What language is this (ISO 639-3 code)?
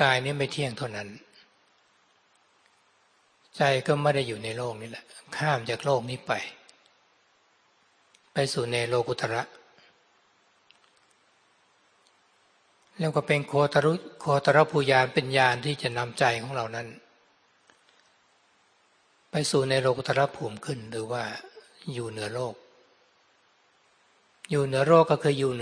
tha